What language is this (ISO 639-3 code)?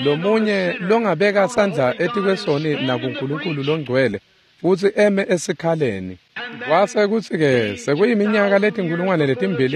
ssw